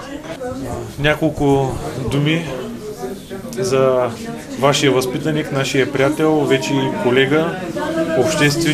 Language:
Bulgarian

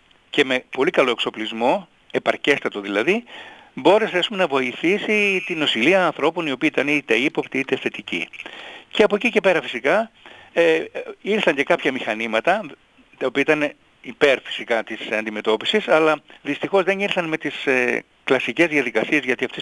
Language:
Greek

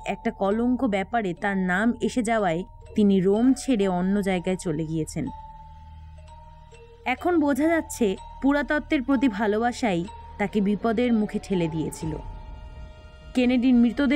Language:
Bangla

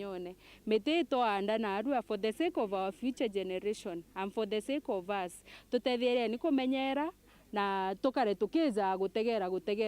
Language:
Meru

